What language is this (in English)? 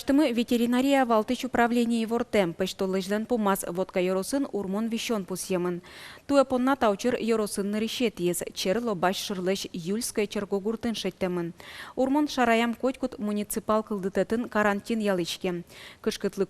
Udmurt